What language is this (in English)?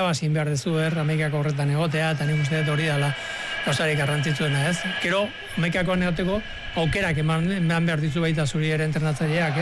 Basque